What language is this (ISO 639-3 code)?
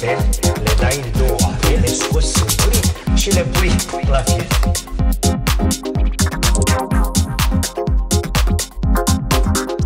ron